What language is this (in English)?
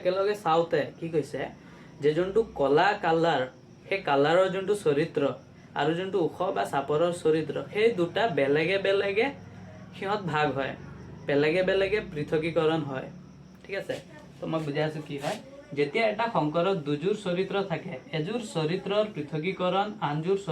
Assamese